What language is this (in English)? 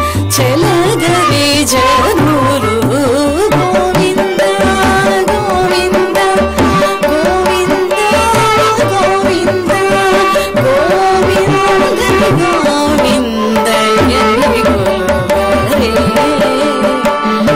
Telugu